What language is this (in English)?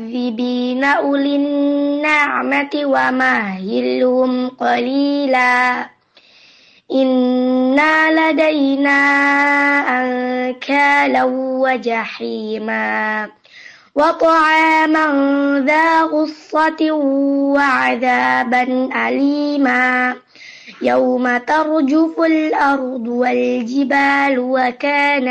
Indonesian